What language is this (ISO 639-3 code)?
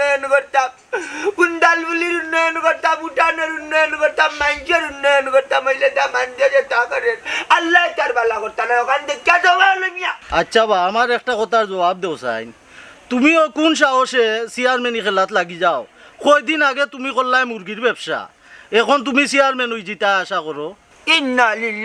syl